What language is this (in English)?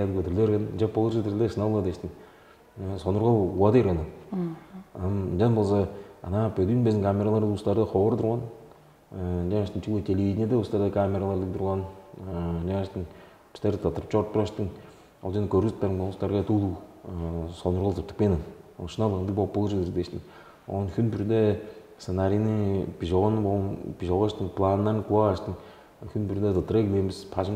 Tuvinian